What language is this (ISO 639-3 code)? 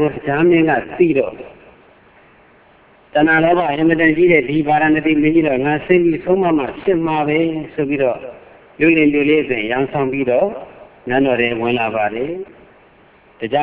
mya